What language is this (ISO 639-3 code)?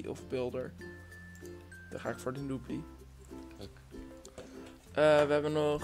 nld